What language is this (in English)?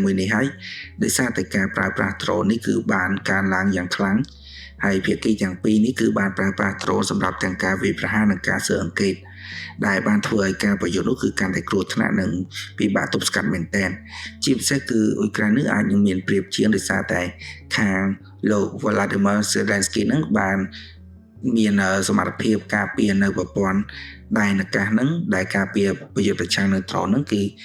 Khmer